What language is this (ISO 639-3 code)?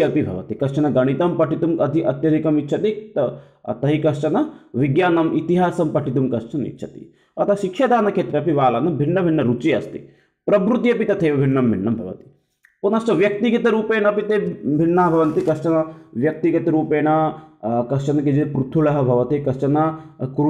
san